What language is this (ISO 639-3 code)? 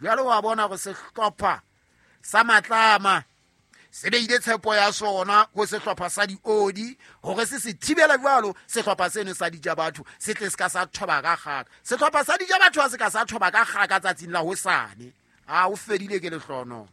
sot